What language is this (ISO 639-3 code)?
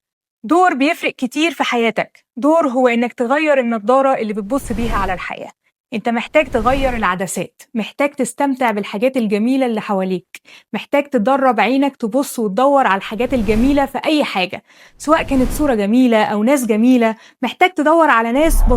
arz